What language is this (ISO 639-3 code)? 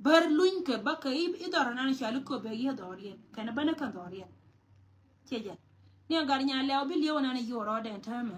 nus